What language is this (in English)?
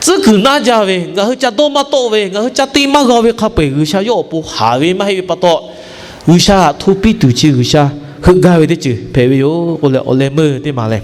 Lahu